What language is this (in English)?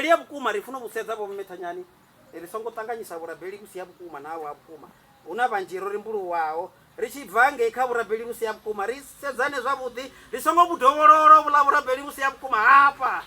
Venda